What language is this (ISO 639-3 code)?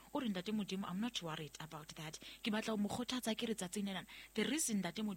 sot